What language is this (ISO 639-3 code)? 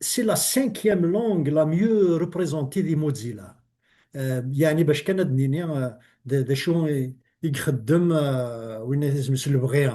kab